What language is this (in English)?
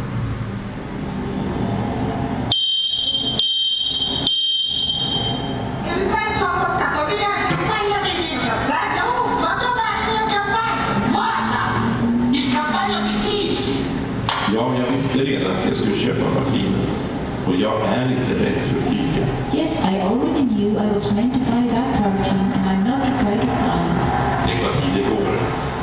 Swedish